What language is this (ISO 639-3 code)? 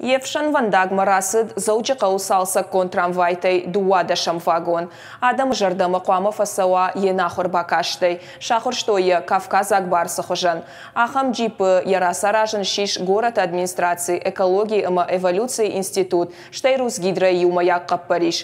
oss